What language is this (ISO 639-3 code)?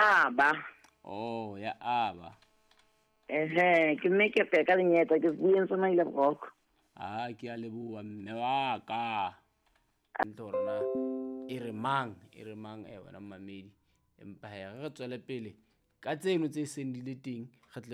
sot